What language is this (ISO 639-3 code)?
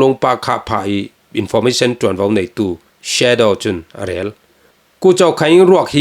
cfm